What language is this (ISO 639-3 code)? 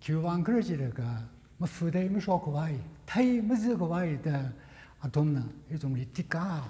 nmf